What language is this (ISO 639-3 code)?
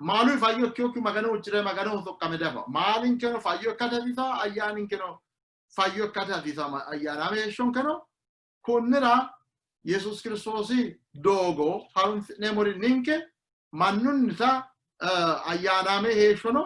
sid